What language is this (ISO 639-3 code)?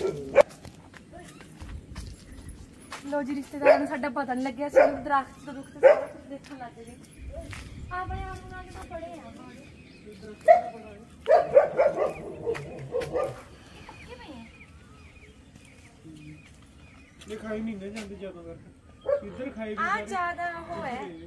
pan